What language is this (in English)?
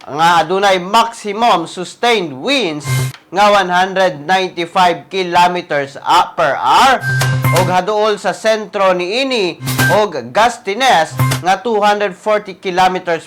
Cebuano